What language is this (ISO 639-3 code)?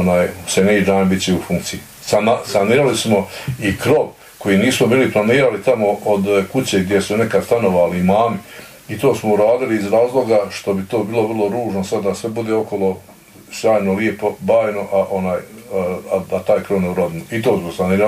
bos